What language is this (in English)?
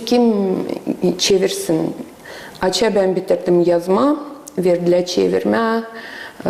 Gagauz